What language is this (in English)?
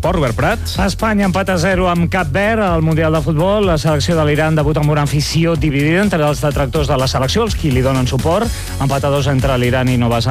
Catalan